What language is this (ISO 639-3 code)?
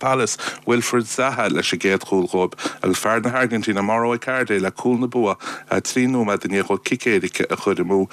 gle